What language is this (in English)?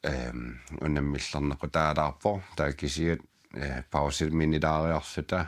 Kalaallisut